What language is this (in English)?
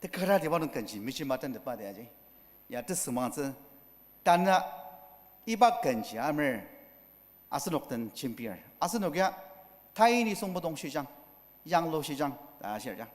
Ao Naga